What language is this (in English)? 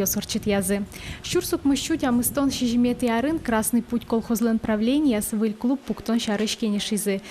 Udmurt